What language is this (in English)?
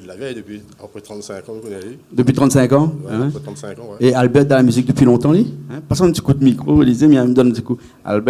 Réunion Creole French